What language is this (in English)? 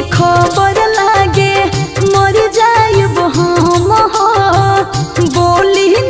Bhojpuri